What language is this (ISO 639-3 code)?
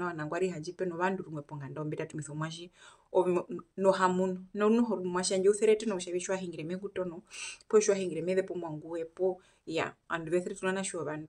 her